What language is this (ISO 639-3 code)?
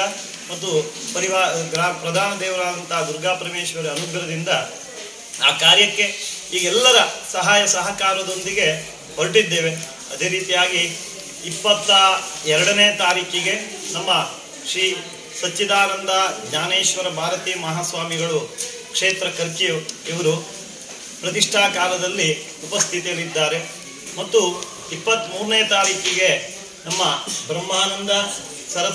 kan